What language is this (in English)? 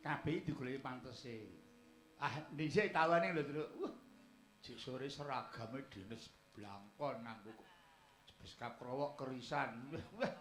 Javanese